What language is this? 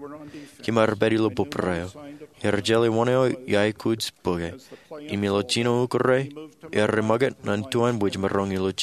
Marshallese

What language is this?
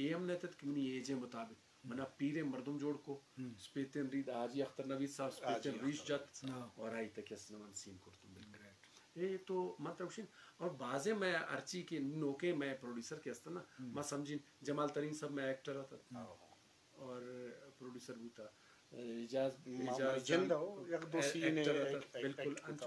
Eastern Balochi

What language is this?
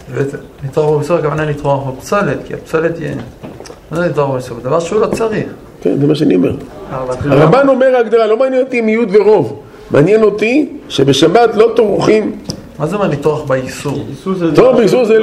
Hebrew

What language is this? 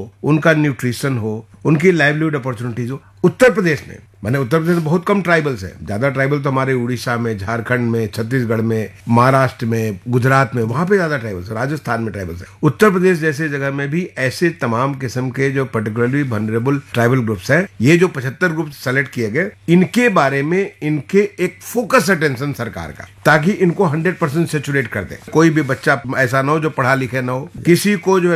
Hindi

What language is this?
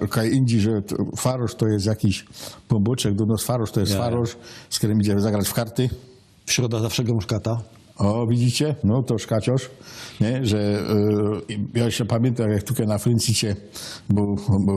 Silesian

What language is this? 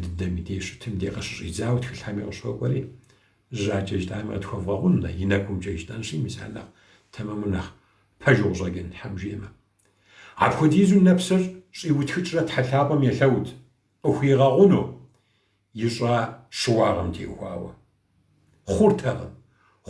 Kabardian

